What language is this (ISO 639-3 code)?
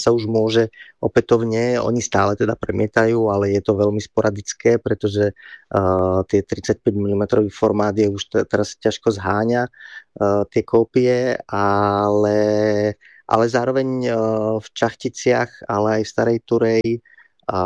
slk